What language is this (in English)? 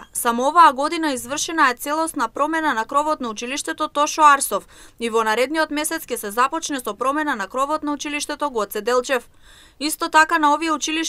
Macedonian